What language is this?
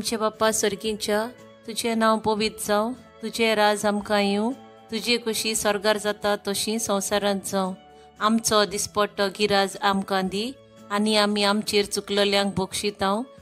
Konkani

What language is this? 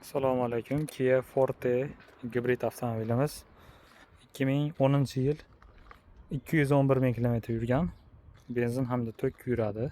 Uzbek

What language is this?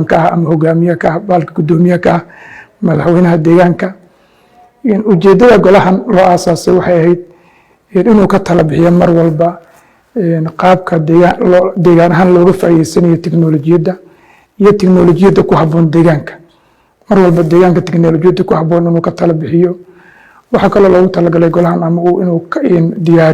Somali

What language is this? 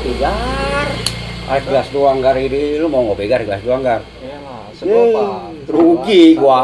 Betawi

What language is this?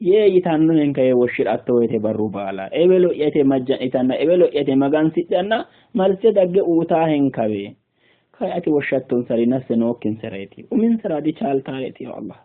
Sidamo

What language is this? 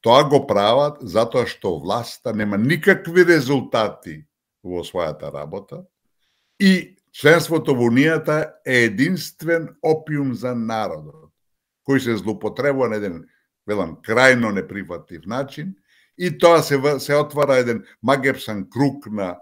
Macedonian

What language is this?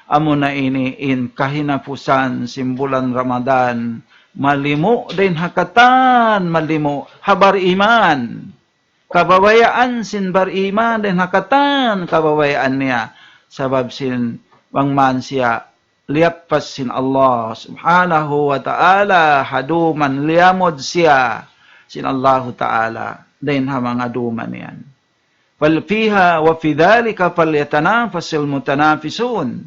Tausug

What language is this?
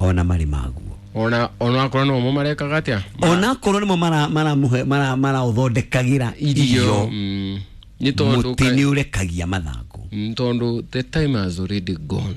Kikuyu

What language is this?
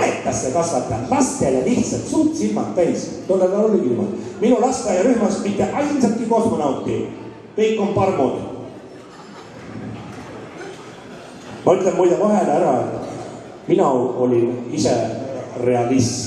Estonian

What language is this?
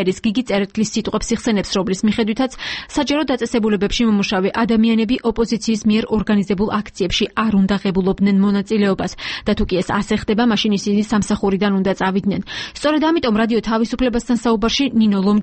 Georgian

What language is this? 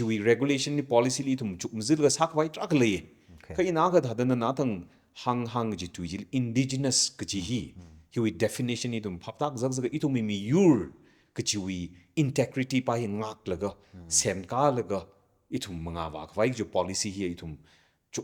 Tangkhul Naga (India)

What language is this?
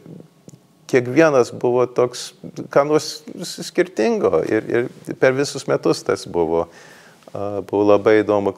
Lithuanian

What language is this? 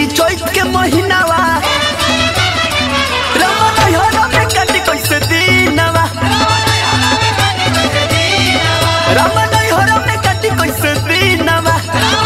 Bhojpuri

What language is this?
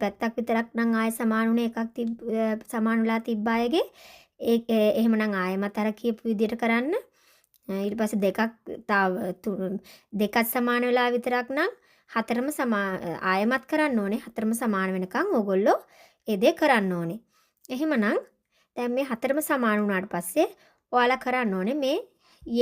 Sinhala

